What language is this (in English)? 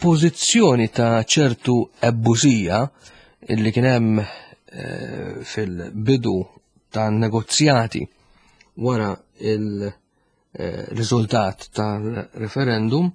Maltese